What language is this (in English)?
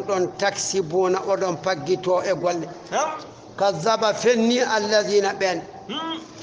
Fula